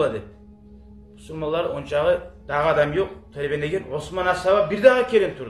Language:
Kumyk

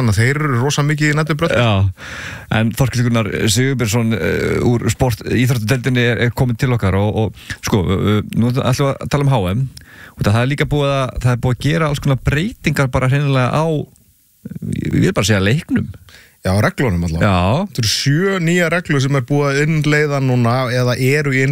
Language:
Icelandic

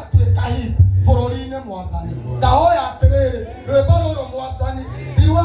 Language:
Kikuyu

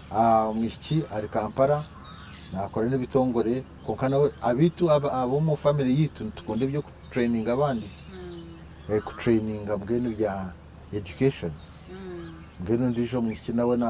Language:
Nyankole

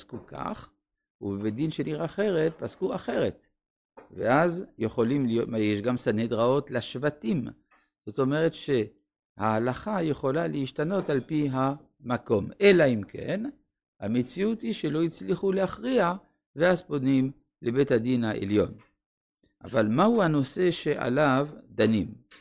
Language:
Hebrew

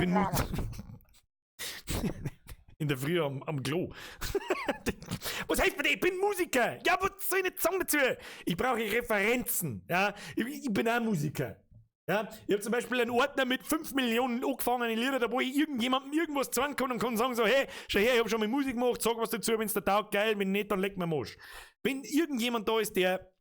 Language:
Bavarian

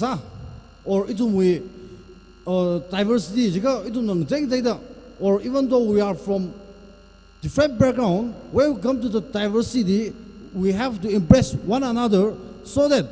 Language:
Tangkhul Naga (India)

